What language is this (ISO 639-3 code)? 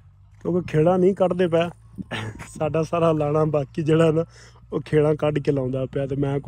pan